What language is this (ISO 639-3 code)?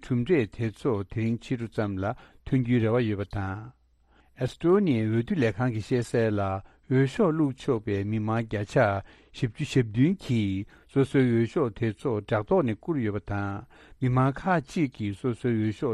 bod